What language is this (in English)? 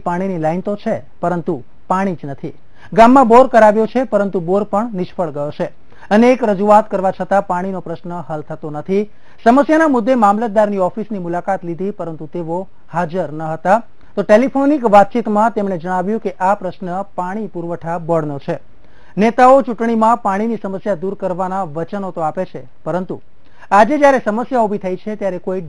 Gujarati